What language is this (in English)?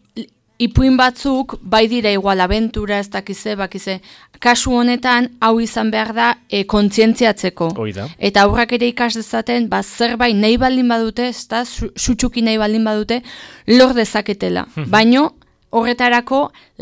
Basque